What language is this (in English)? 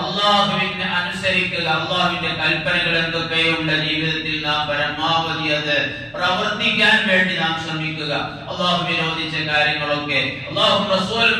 Malayalam